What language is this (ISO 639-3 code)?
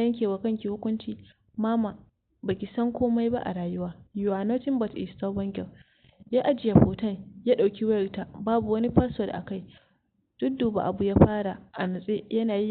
hau